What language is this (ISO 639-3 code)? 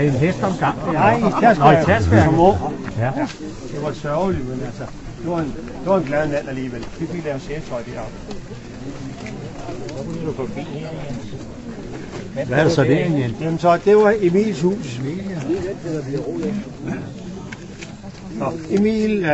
dan